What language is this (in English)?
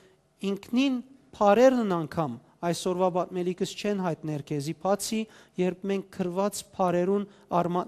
Western Armenian